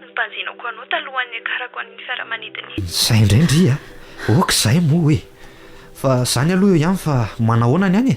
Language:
Malagasy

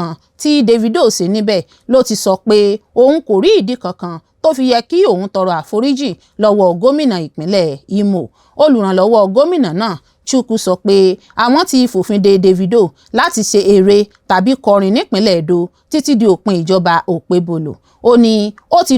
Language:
Yoruba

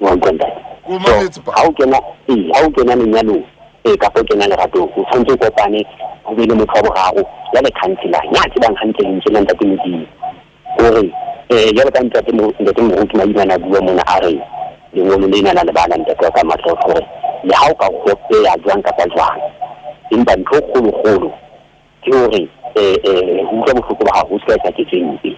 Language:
Southern Sotho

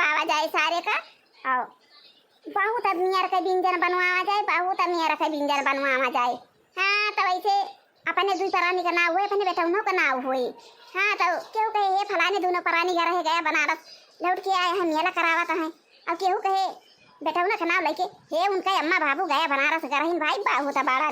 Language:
Awadhi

